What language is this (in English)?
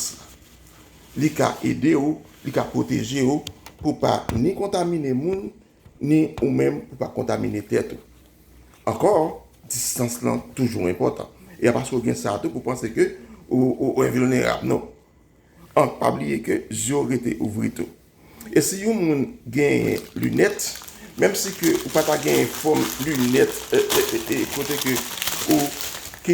Haitian Creole